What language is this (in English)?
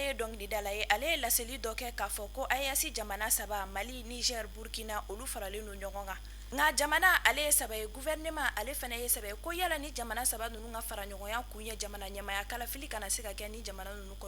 Bambara